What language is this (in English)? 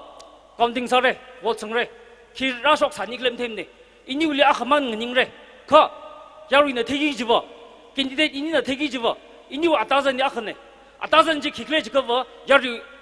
Tangkhul Naga (India)